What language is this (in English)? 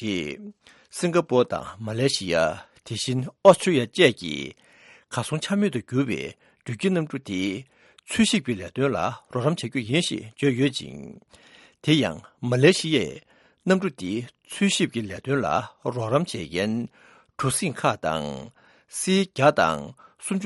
Tibetan